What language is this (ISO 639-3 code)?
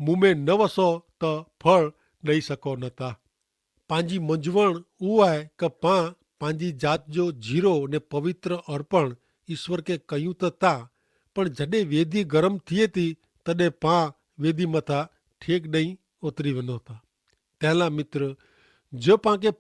kfr